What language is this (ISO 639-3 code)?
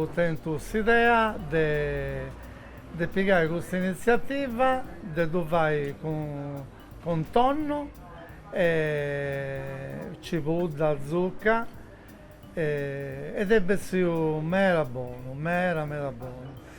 srd